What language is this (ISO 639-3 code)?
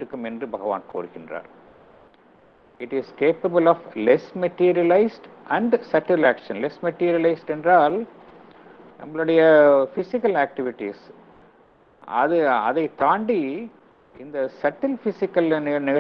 tam